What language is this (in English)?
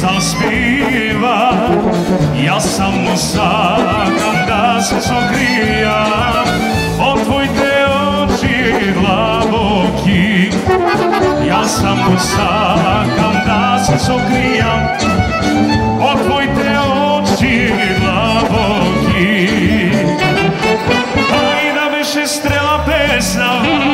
Macedonian